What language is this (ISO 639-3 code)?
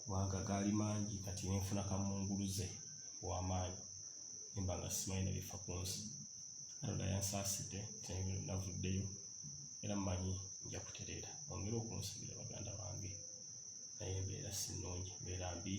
lug